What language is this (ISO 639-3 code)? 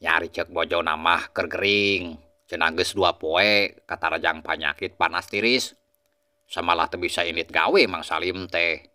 sun